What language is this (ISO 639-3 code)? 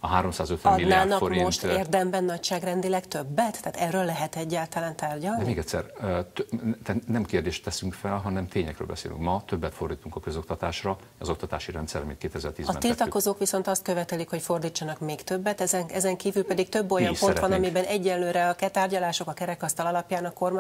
hun